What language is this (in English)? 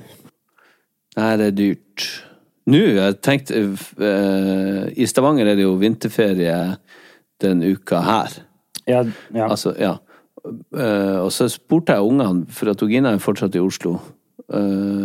Norwegian